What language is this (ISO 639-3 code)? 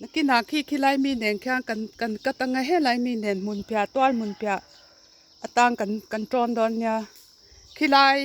lus